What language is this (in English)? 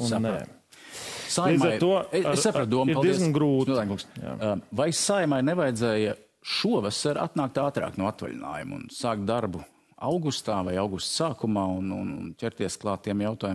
Latvian